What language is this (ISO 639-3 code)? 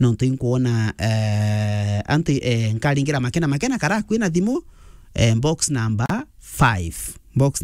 mer